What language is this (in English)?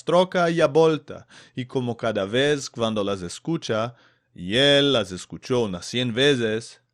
Ladino